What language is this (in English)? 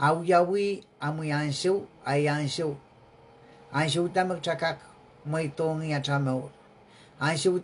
Pohnpeian